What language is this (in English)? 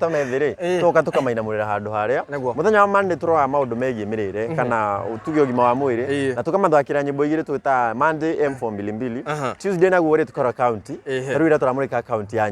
Kikuyu